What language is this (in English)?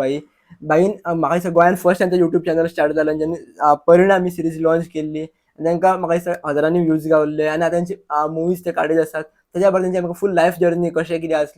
Konkani